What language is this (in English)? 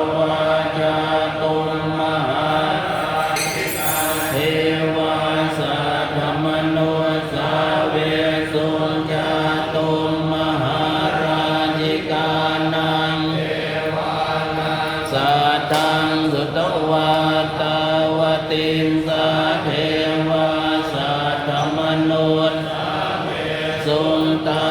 Pali